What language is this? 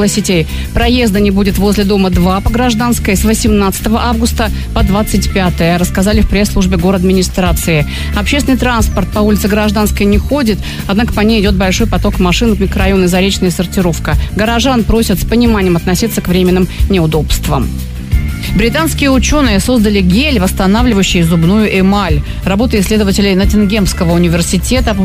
Russian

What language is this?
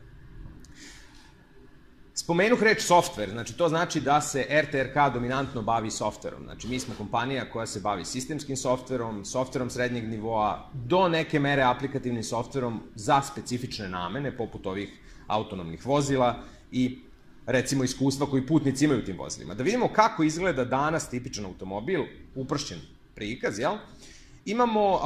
Serbian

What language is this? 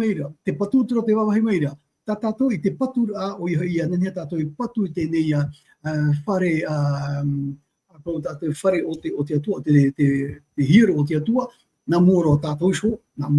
Tahitian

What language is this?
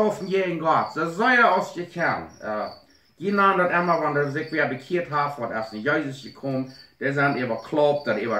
Plautdietsch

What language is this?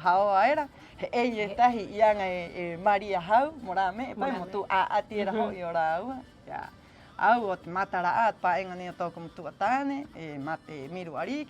Rapanui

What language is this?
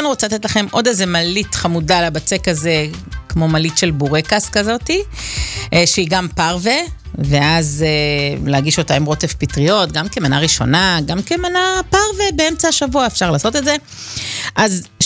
Hebrew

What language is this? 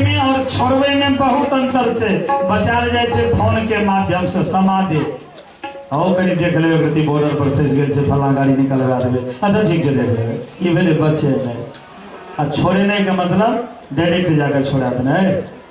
Maithili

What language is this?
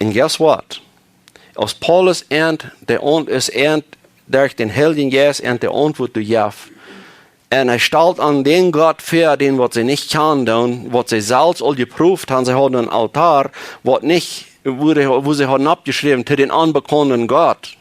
Plautdietsch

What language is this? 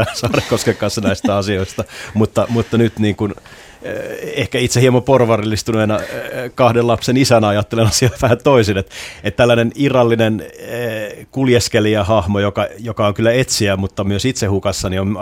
Finnish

